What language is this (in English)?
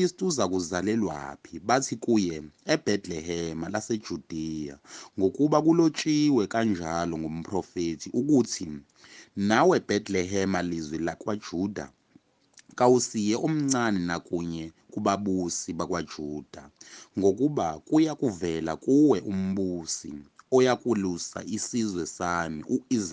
Zulu